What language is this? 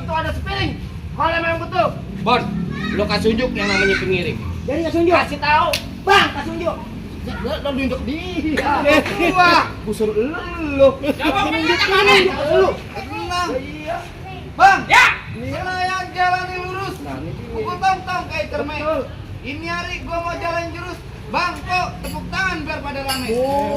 Betawi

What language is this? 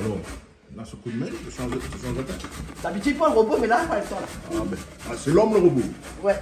Réunion Creole French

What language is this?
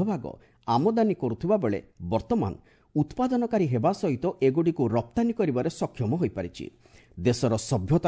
Odia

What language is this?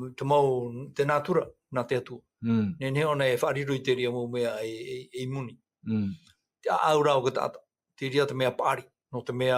Tahitian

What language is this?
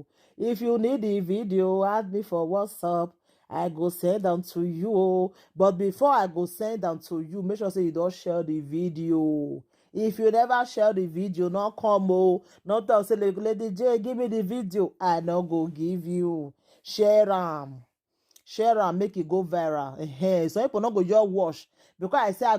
Nigerian Pidgin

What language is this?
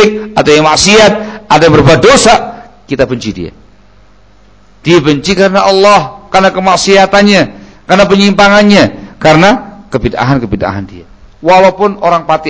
Indonesian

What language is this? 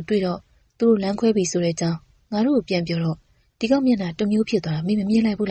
Burmese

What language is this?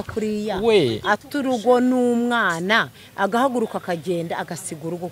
Kinyarwanda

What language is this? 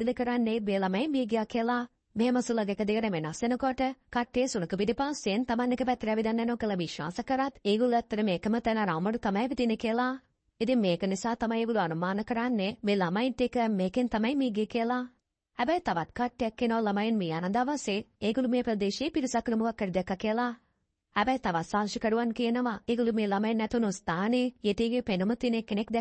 Sinhala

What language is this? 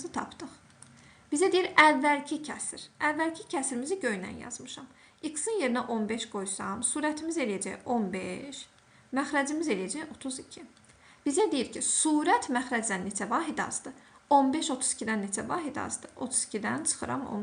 Azerbaijani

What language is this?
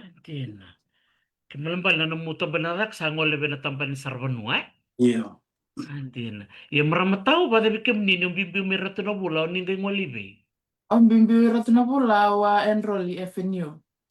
Fijian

